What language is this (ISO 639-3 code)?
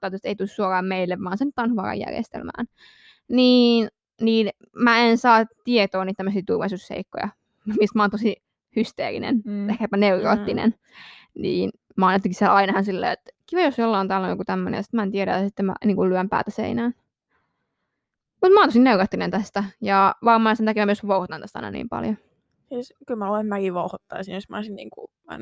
fin